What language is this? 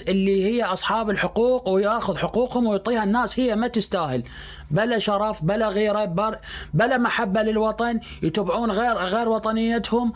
Mesopotamian Arabic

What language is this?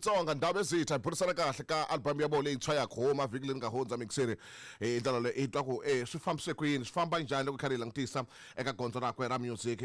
Tsonga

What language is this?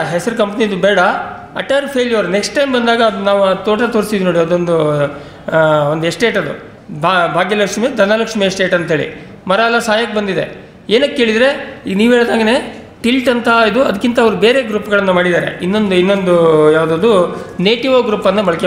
Kannada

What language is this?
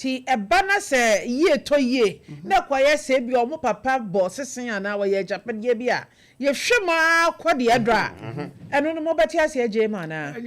Akan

